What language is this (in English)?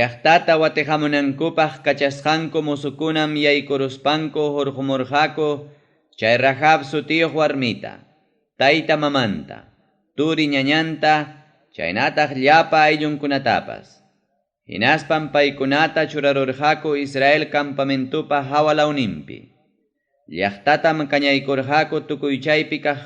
Ayacucho Quechua